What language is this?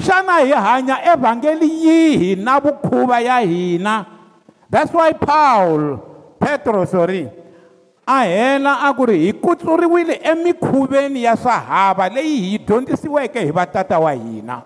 Tsonga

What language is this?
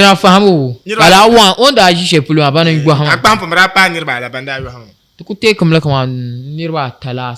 Dagbani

